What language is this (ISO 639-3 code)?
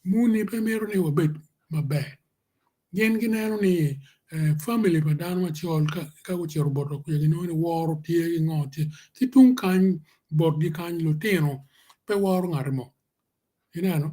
ach